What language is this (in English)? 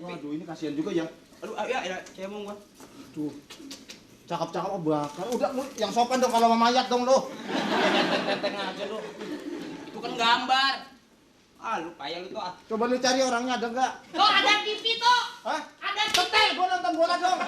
Betawi